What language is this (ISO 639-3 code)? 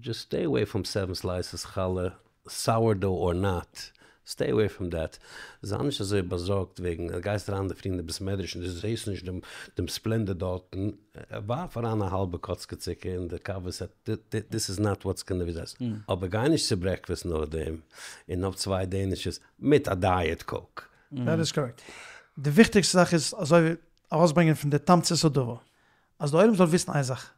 yid